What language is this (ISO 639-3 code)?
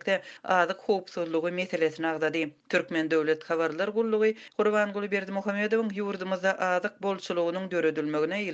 tuk